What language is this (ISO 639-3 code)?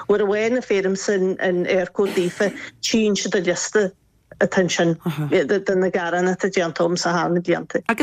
gle